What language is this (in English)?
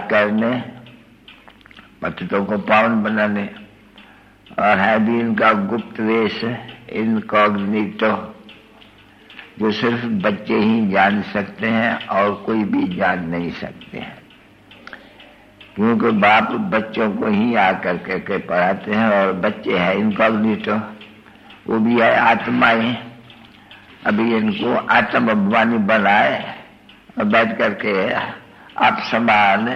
Hindi